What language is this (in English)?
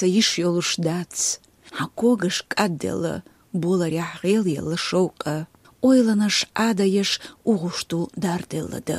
Chechen